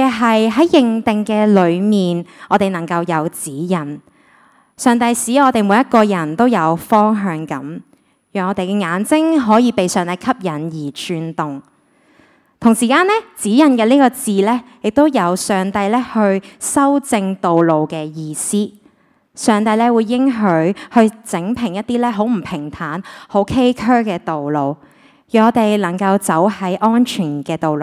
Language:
Cantonese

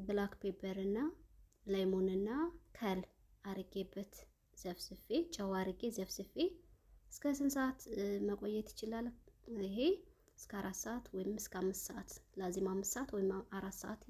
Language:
Amharic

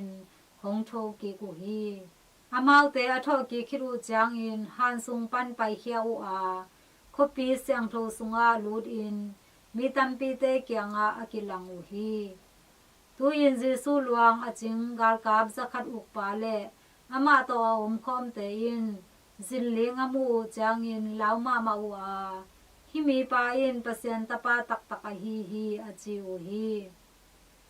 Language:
Tedim Chin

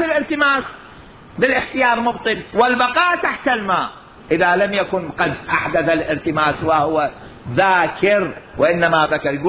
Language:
Mesopotamian Arabic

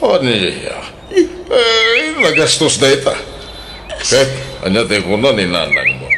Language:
Iloko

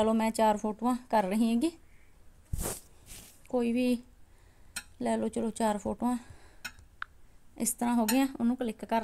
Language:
Punjabi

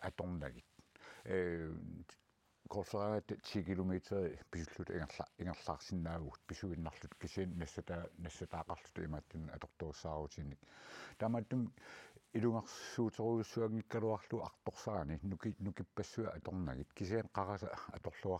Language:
Kalaallisut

